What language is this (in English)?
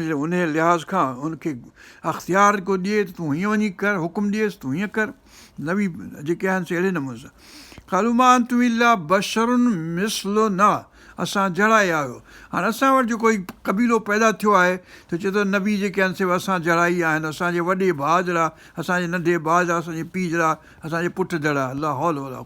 Sindhi